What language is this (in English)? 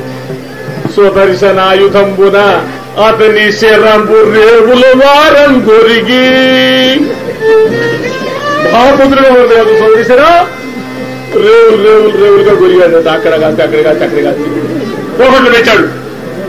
Telugu